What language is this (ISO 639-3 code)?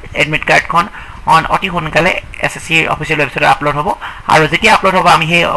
asm